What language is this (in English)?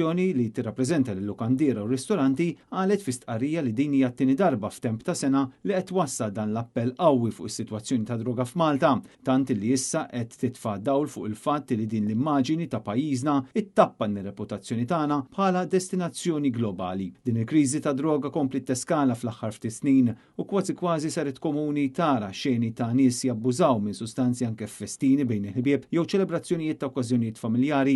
Maltese